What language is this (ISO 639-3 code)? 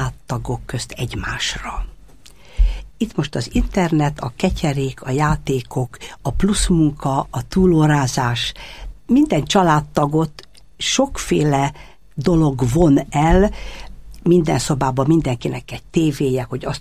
hun